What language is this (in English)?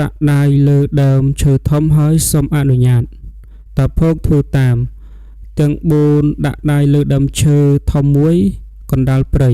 Khmer